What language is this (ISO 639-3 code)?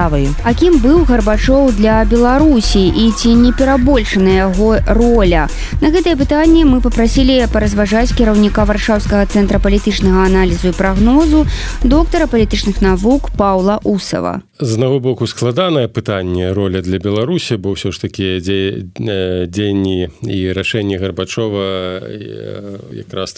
bel